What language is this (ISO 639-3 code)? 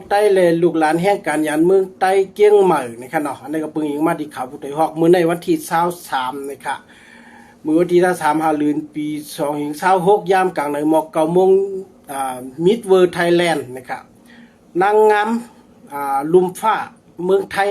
shn